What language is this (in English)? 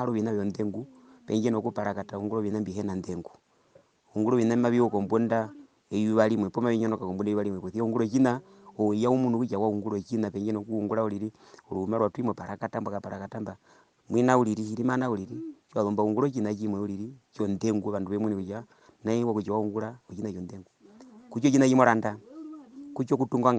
Herero